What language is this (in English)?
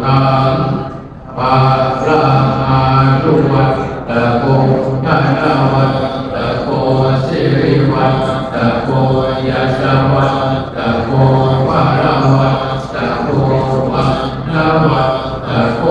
Pali